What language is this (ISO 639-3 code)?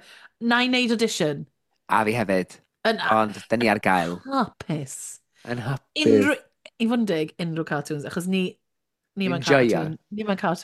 cym